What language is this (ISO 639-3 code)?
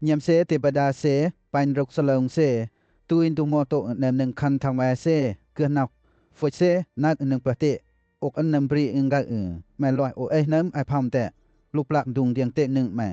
lcp